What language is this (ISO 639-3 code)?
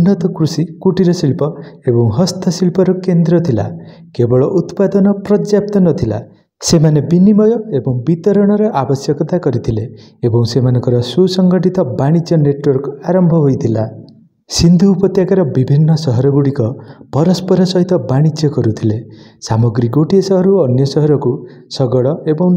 ori